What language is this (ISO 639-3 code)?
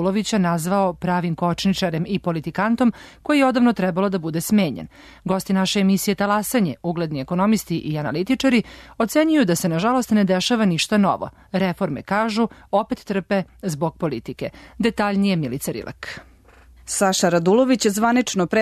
srp